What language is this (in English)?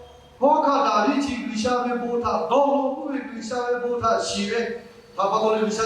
Lahu